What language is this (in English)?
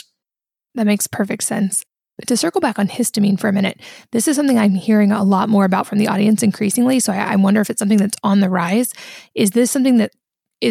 English